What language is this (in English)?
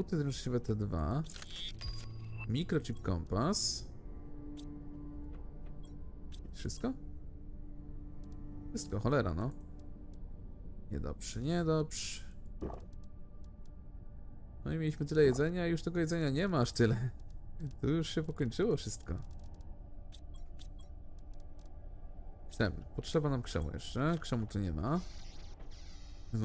Polish